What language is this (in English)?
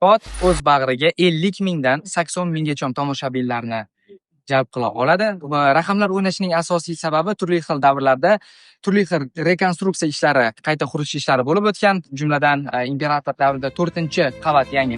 Uzbek